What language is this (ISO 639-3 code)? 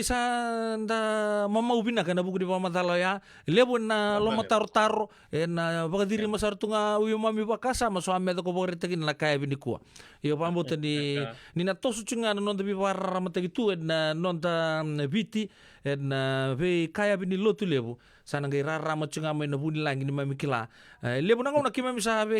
fij